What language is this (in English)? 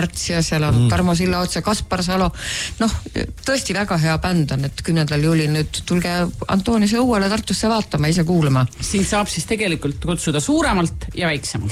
Estonian